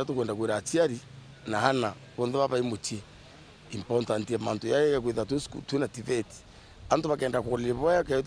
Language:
Meru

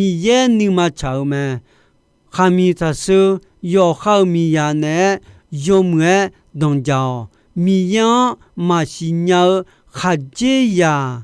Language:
Akha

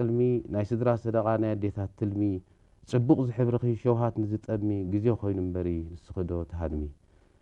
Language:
Tigrinya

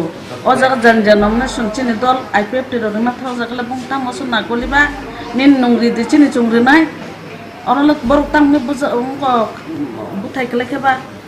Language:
Kok Borok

